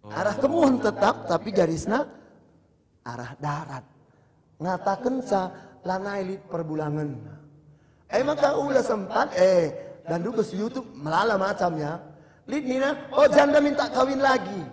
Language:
Batak Karo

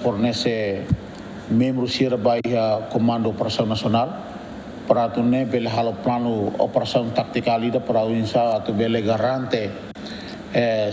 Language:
Tetum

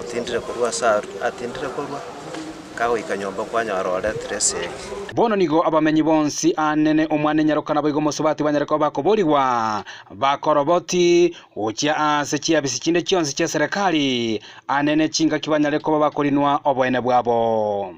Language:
Gusii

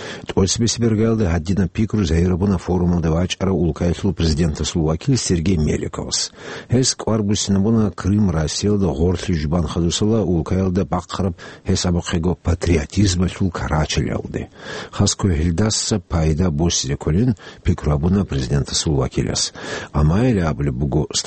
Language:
Avaric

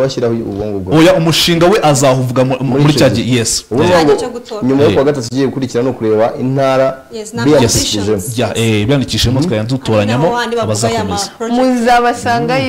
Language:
Kinyarwanda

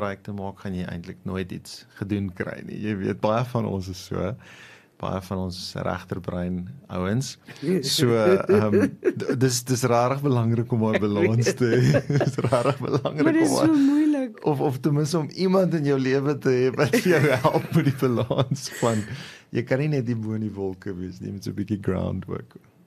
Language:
Afrikaans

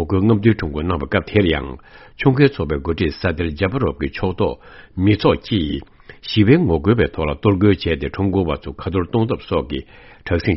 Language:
Tibetan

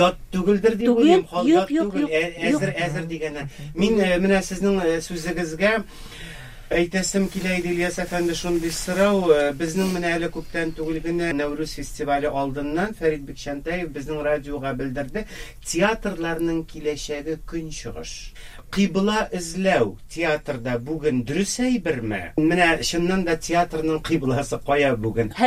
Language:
Tatar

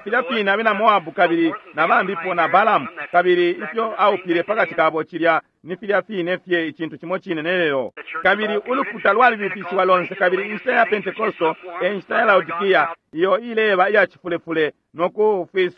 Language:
Bemba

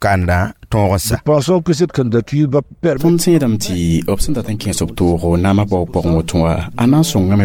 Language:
Mossi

